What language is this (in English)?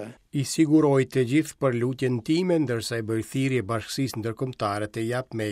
Albanian